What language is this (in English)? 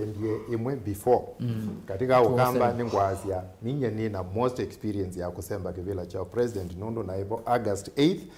Kamba